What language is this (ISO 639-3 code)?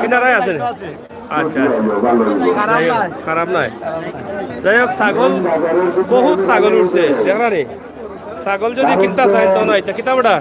syl